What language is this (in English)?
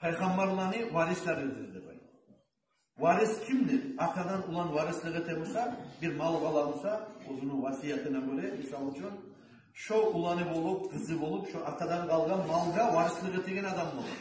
Kumyk